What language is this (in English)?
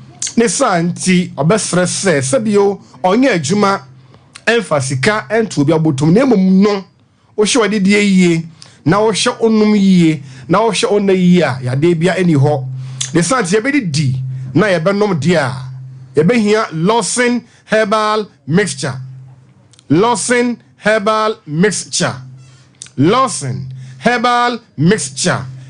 Akan